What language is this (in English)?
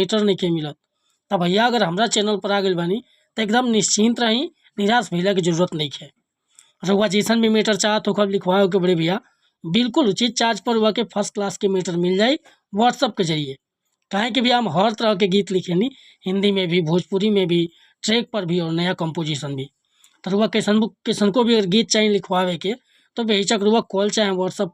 Bhojpuri